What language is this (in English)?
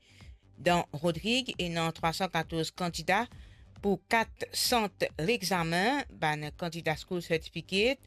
Morisyen